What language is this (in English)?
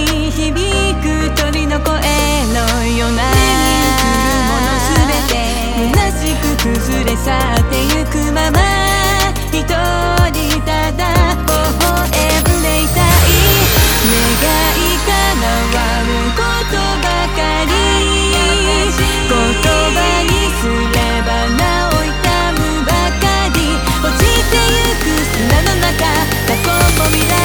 Japanese